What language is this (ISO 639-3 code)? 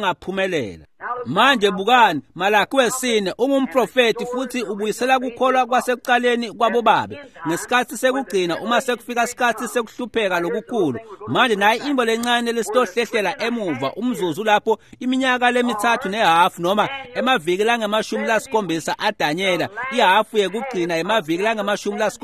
ssw